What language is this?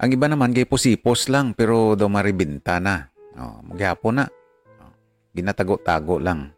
Hiligaynon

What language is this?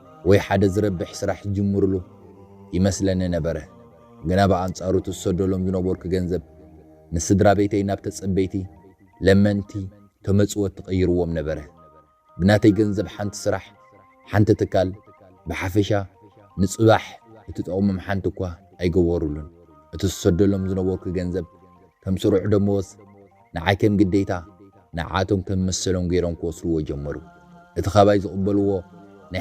Tigrinya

